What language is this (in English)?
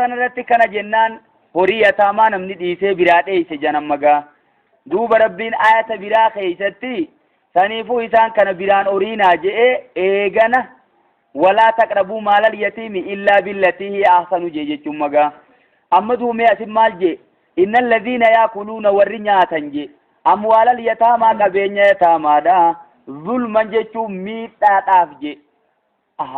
Oromo